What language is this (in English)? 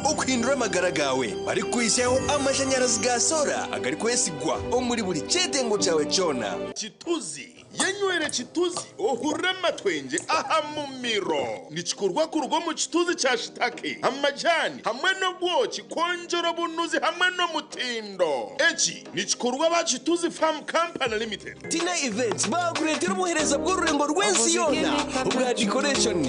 Nyankole